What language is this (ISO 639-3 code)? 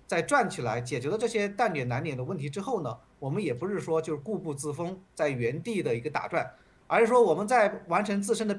zho